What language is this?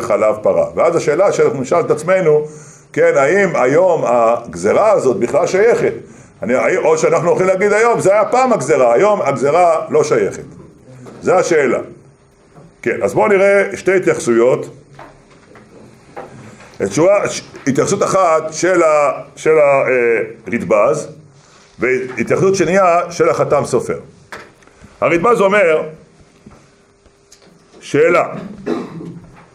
Hebrew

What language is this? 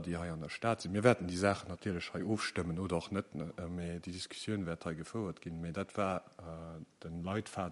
Luxembourgish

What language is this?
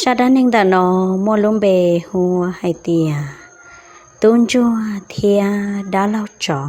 Hmong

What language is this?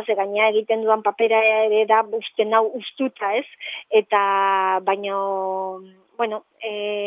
Basque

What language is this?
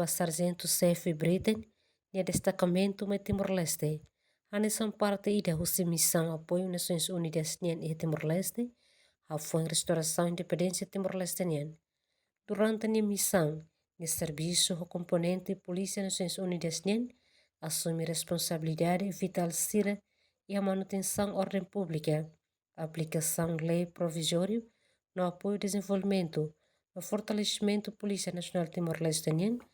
Tetum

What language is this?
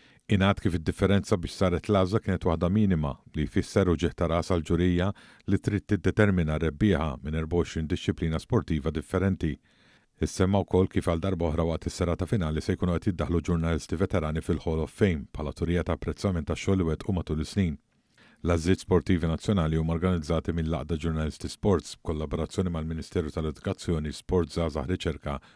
Maltese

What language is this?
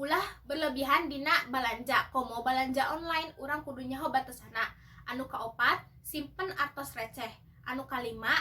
Sundanese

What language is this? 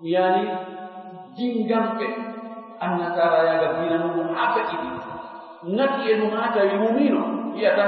Fula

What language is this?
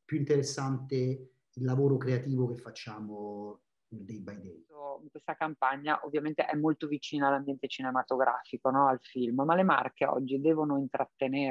Italian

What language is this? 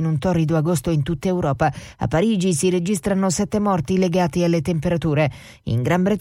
Italian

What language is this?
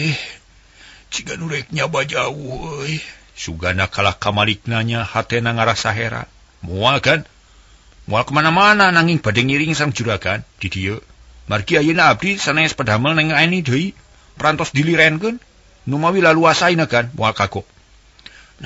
Sundanese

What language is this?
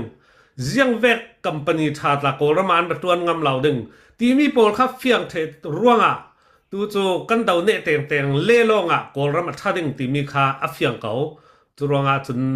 Falam Chin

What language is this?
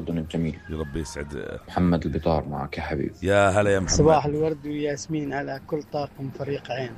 North Levantine Arabic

